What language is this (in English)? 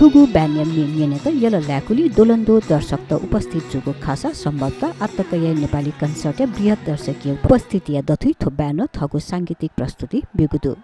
Newari